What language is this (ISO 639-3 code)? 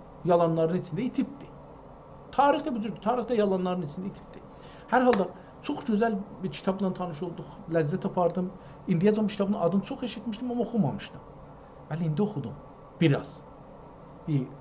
azb